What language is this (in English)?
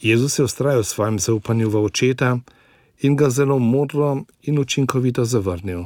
Slovenian